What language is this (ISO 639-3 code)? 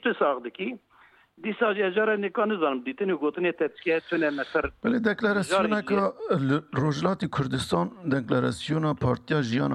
kur